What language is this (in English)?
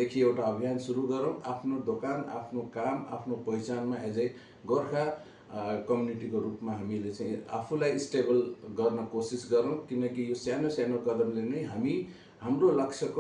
Nepali